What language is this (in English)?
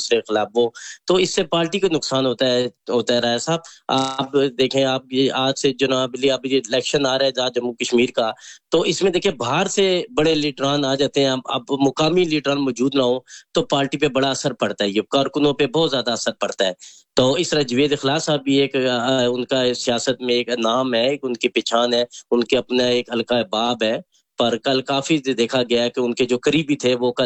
Urdu